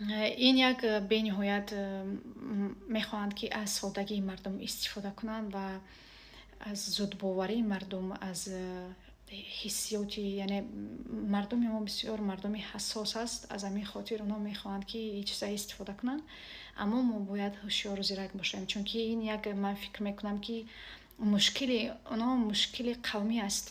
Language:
Tajik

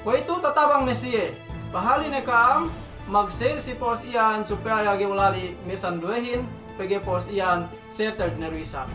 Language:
Yakan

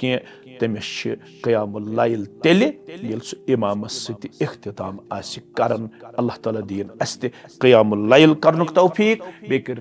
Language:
Kashmiri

